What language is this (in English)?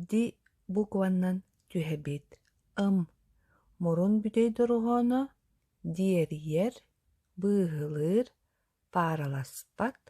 Yakut